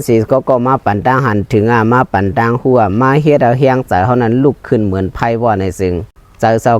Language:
Shan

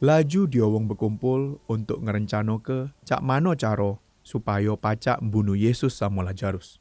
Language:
Musi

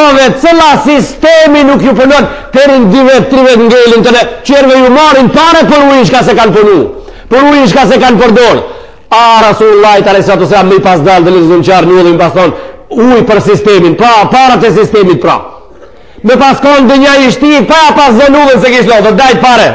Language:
Albanian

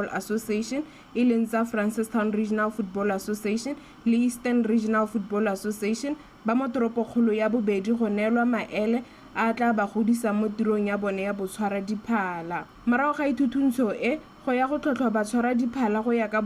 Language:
Tswana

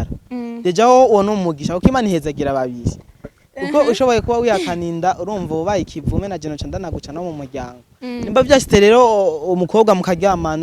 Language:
Rundi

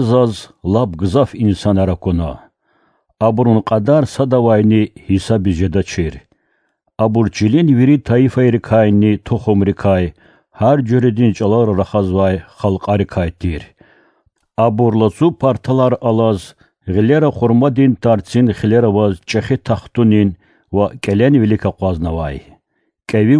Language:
Lezghian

